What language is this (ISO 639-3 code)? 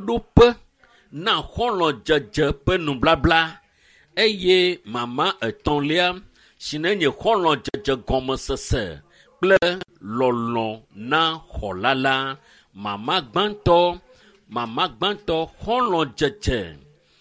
ewe